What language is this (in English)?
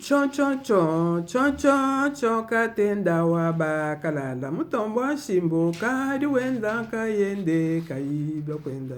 Luba-Lulua